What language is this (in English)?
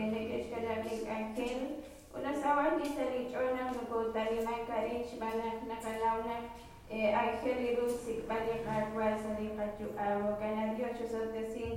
Kekchí